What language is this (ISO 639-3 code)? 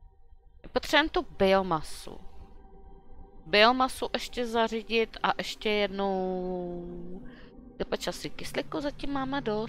ces